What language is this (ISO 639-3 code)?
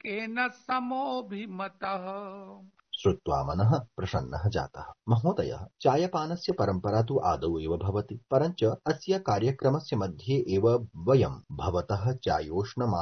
san